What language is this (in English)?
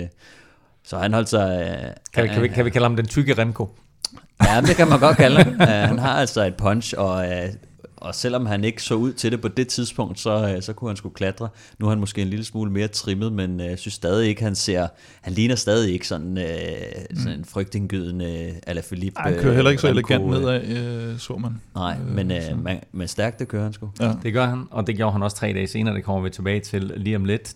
Danish